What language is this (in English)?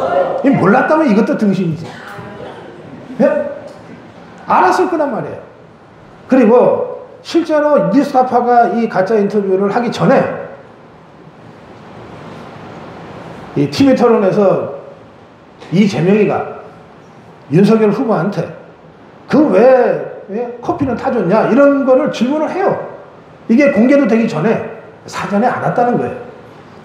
Korean